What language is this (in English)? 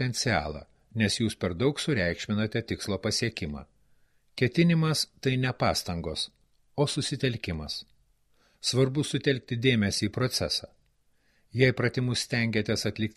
Lithuanian